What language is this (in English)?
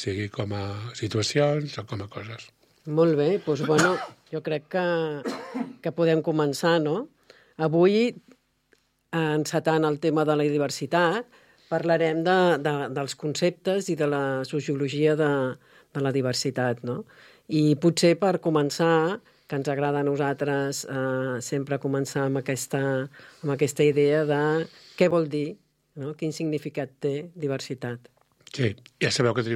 Catalan